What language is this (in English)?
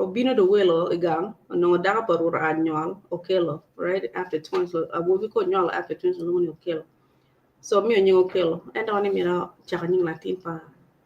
Acoli